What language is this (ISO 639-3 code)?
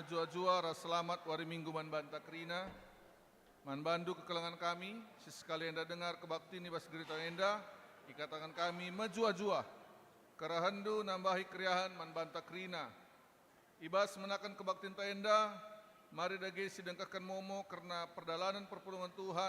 btx